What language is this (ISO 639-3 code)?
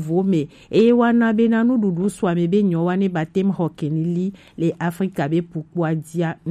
gej